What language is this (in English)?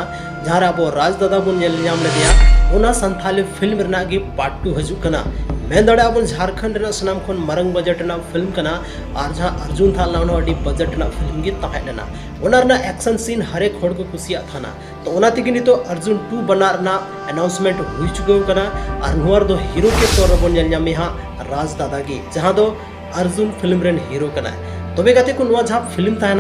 Santali